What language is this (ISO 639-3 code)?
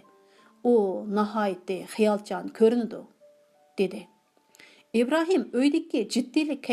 uig